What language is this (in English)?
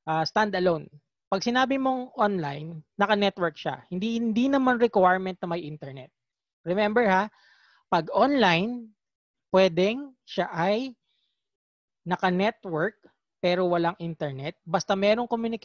Filipino